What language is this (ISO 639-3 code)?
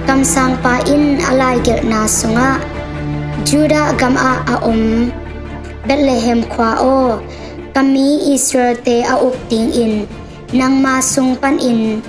ctd